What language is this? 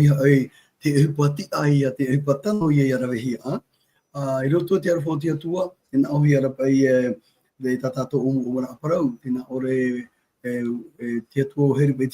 Tahitian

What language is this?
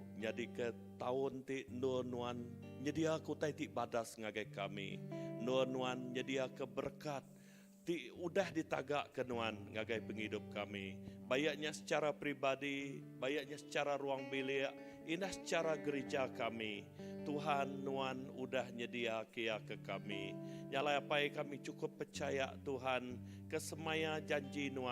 Iban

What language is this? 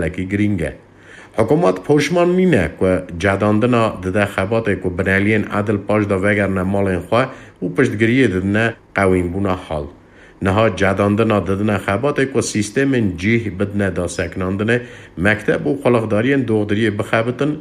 Kurdish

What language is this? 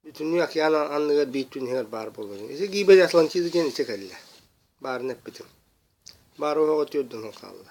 Yakut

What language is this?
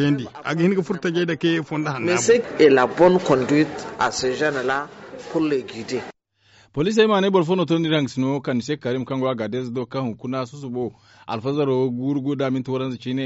Zarma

